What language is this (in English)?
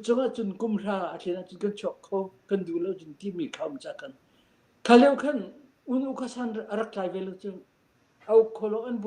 Falam Chin